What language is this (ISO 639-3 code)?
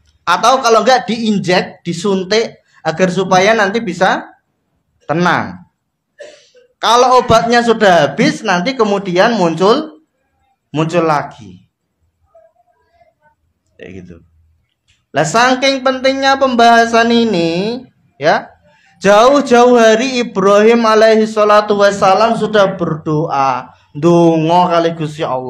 ind